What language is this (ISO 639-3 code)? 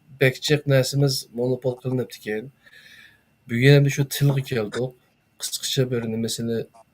uig